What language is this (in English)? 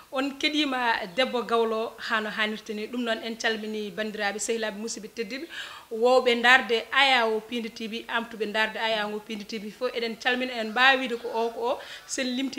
Fula